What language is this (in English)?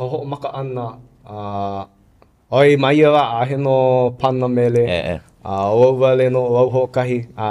Hawaiian